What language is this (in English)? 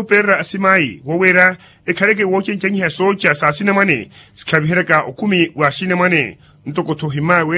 Makhuwa